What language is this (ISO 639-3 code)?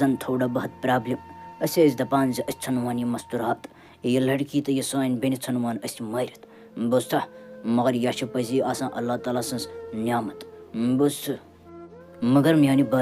kas